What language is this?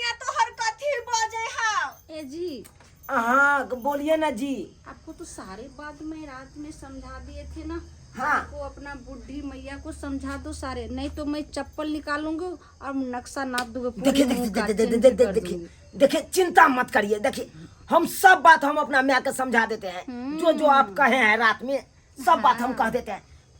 Maithili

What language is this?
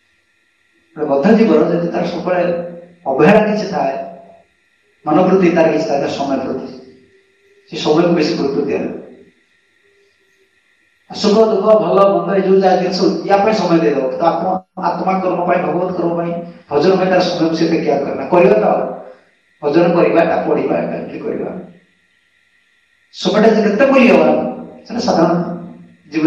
Odia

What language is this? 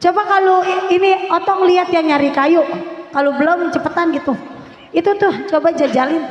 Betawi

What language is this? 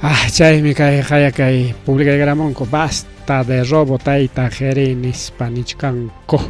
Ayacucho Quechua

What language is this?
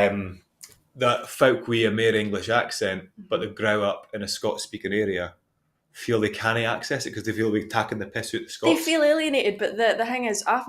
Scots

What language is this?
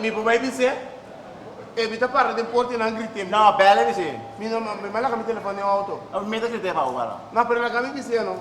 Papiamento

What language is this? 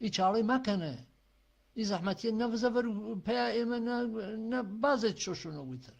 Gurani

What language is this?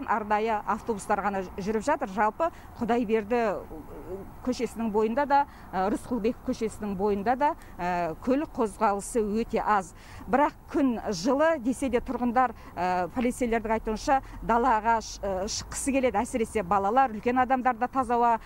Kazakh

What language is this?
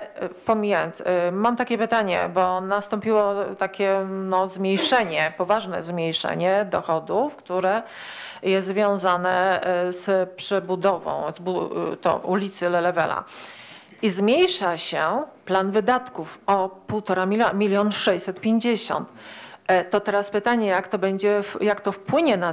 Polish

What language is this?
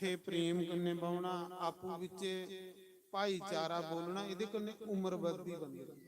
Dogri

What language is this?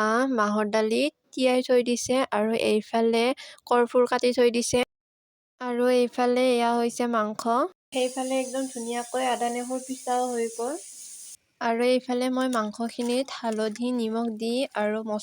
Assamese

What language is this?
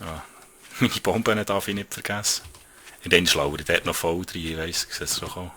Swiss German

